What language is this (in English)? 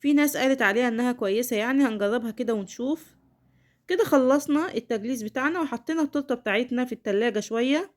Egyptian Arabic